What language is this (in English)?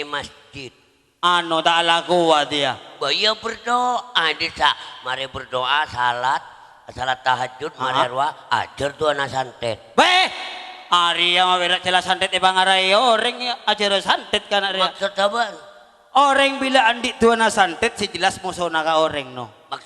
Madurese